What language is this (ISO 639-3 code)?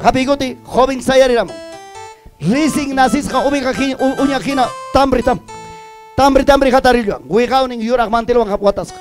quy